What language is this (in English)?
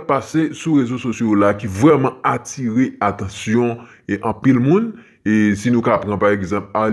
Haitian Creole